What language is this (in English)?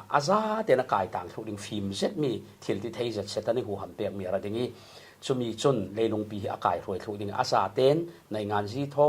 Falam Chin